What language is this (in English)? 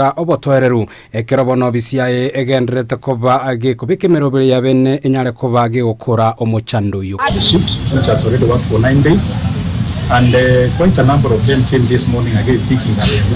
Gusii